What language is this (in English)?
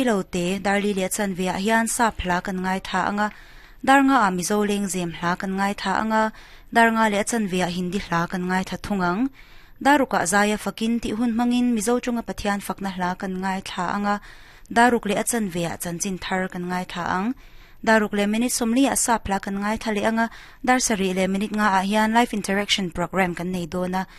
Mizo